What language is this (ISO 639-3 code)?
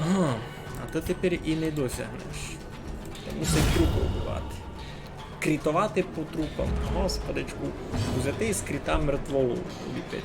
rue